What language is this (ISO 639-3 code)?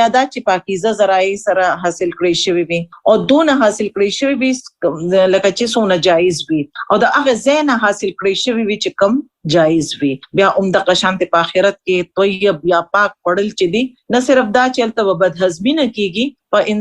pus